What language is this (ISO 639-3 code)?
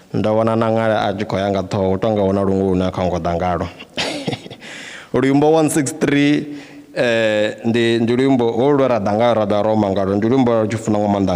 ven